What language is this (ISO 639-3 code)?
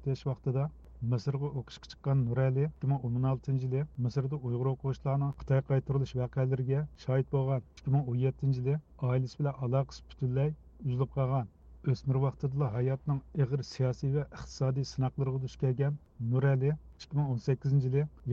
uig